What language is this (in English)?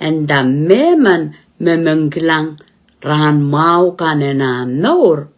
Pohnpeian